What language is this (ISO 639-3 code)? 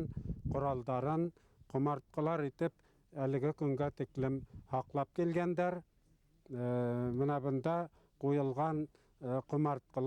bak